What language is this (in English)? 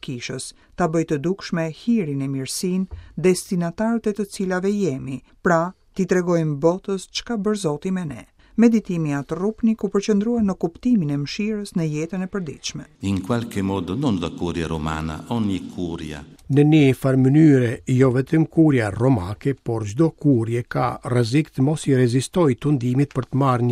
Albanian